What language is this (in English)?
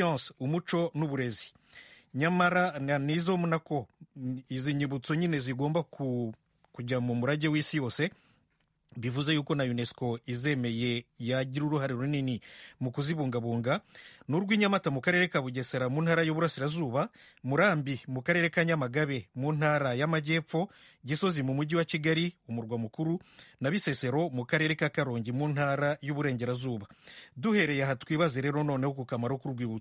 Kinyarwanda